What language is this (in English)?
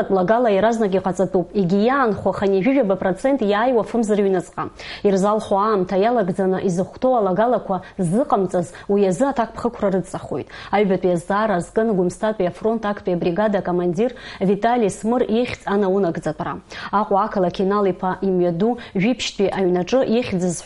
Abkhazian